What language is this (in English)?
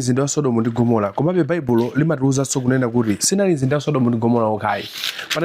Nyanja